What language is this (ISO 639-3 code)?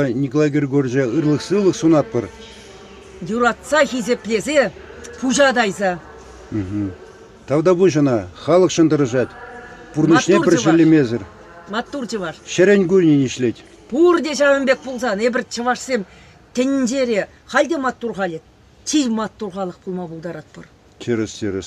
chv